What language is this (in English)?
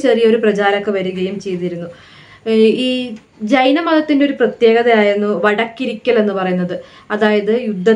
Malayalam